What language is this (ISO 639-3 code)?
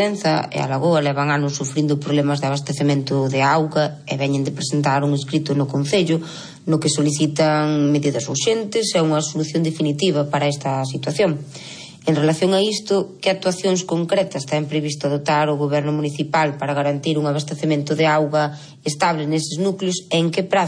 glg